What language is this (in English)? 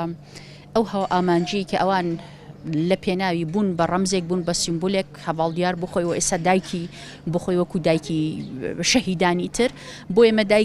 Central Kurdish